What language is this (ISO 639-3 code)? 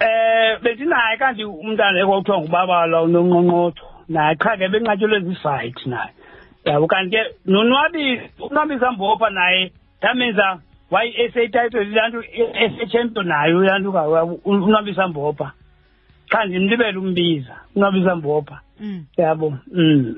xho